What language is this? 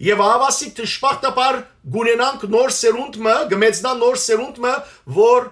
Western Armenian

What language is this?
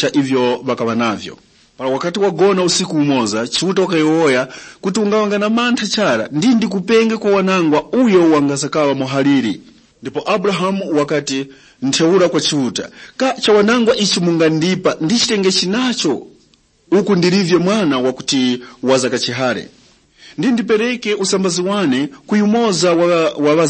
Tumbuka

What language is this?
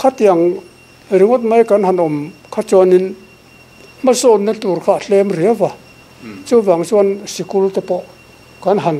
Mizo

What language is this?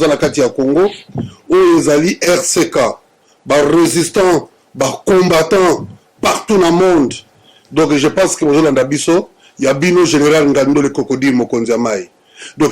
Lingala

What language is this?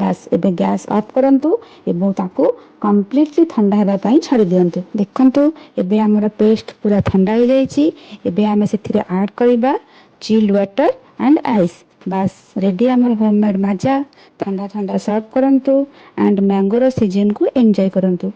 Odia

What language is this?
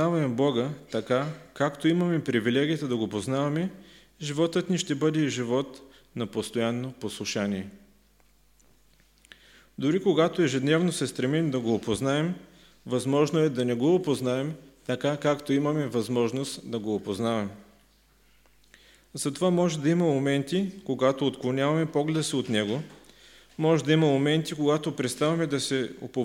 Bulgarian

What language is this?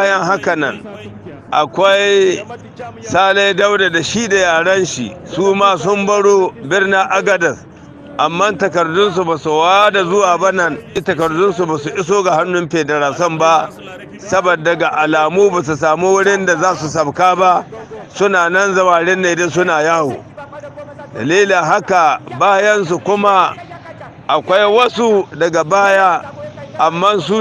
Hausa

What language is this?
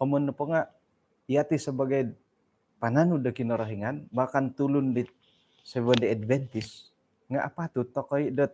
Central Dusun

